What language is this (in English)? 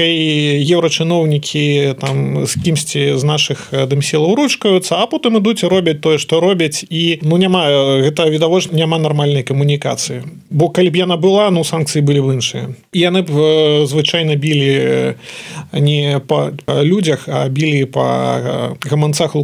Belarusian